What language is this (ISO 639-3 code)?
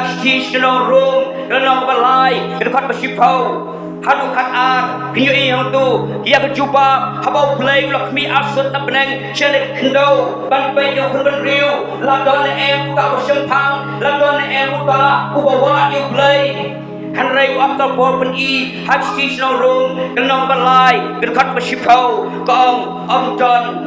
kha